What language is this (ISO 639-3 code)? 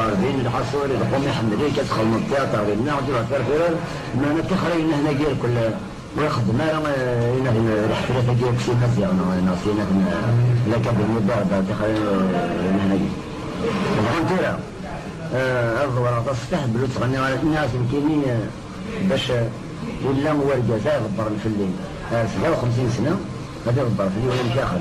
kab